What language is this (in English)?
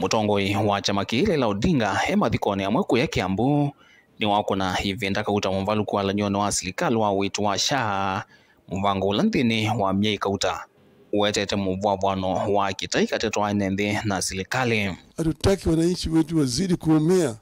Kamba